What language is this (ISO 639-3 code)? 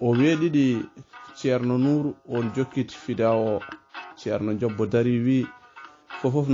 ful